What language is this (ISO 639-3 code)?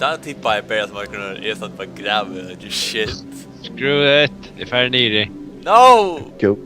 fao